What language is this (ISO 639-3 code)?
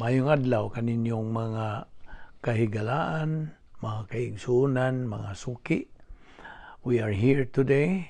ceb